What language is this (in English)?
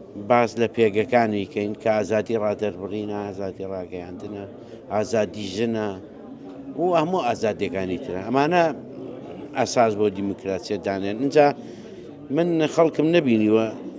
Central Kurdish